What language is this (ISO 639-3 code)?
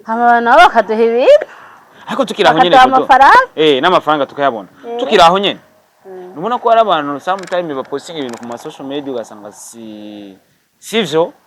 run